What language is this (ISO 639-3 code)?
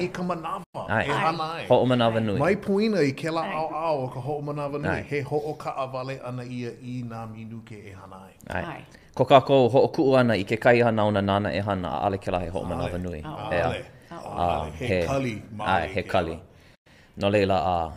haw